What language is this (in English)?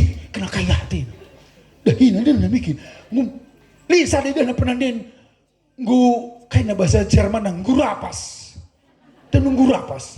Batak Karo